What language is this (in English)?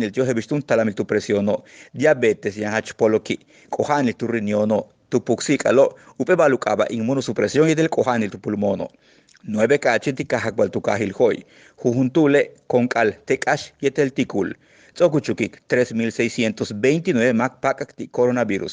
Yucateco